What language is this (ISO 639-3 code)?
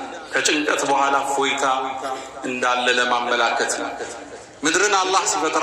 amh